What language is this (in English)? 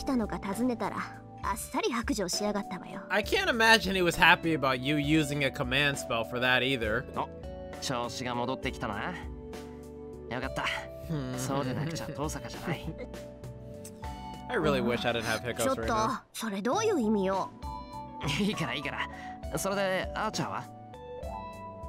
Japanese